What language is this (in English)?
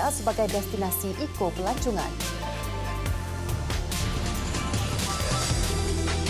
Malay